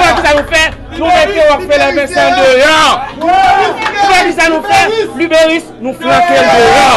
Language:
Haitian Creole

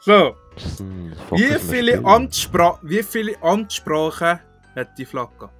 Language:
Swiss German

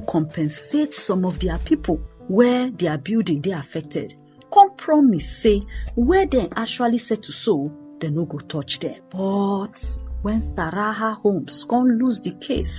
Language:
Nigerian Pidgin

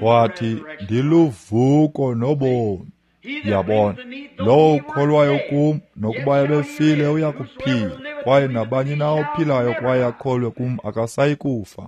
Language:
Xhosa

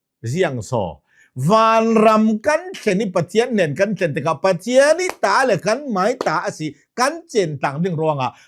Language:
Hakha Chin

